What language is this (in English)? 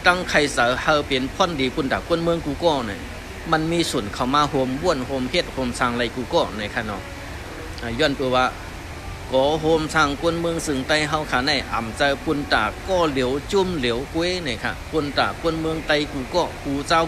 Shan